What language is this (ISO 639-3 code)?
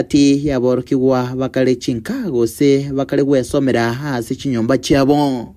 guz